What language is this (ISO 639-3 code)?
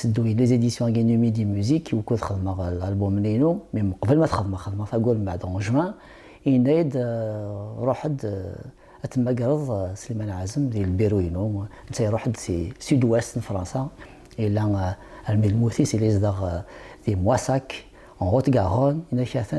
kab